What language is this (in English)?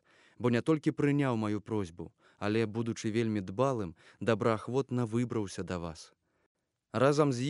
Belarusian